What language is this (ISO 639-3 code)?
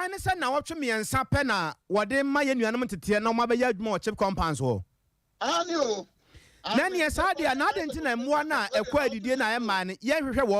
aka